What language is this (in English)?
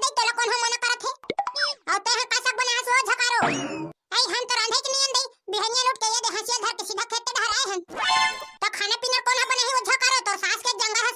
Chhattisgarhi